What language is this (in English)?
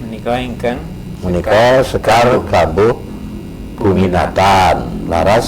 Javanese